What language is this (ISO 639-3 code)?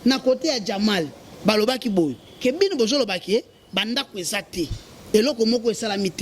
lin